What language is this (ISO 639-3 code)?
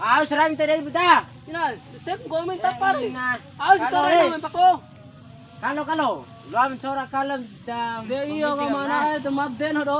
bhp